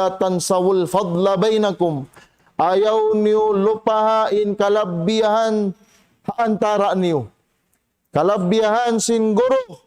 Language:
Tausug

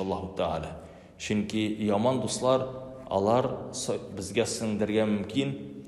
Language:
Tatar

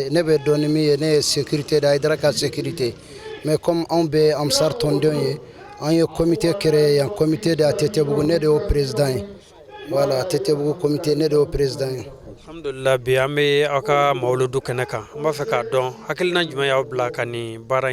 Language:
Bambara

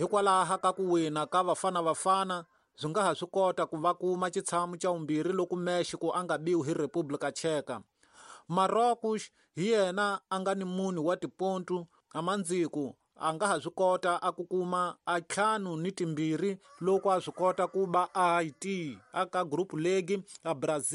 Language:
Tsonga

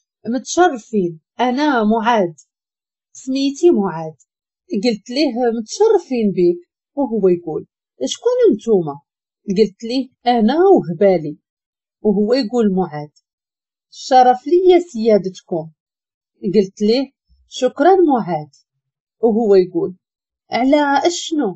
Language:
Moroccan Arabic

